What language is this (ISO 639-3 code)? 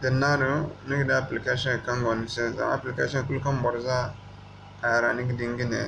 dje